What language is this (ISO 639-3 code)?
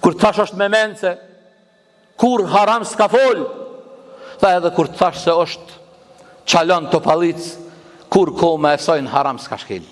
sqi